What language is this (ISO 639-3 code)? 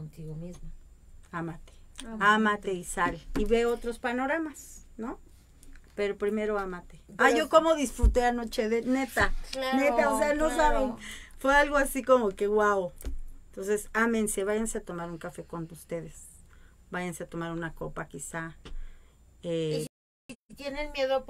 spa